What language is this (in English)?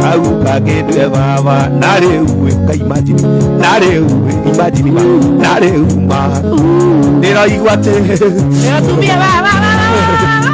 Kikuyu